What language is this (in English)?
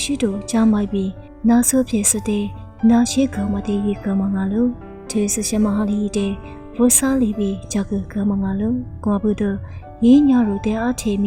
Lisu